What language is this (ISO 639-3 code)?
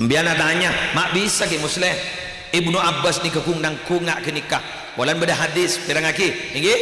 mad